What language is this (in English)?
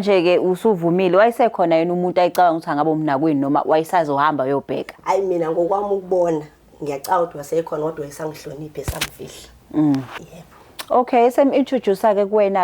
Zulu